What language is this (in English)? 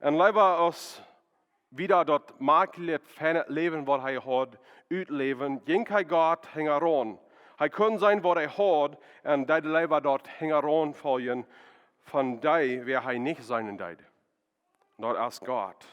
Plautdietsch